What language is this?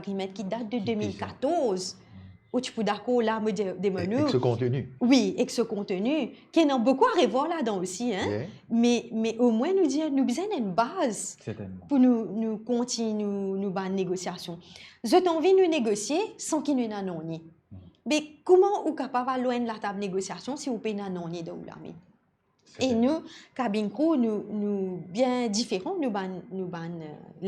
Morisyen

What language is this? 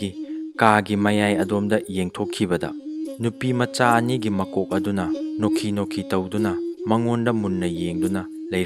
Manipuri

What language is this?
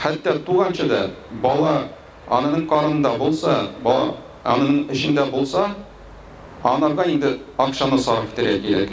Tatar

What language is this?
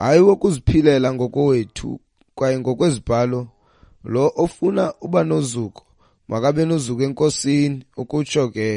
Xhosa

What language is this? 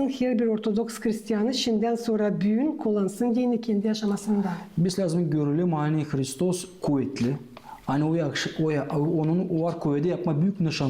Gagauz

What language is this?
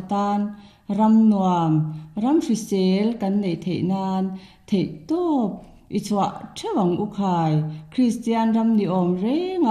Mizo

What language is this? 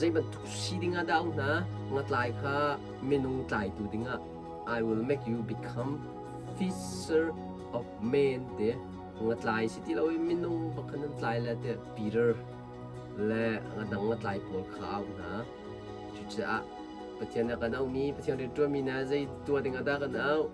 Hakha Chin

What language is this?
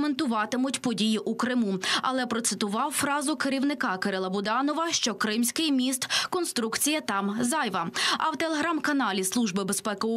Ukrainian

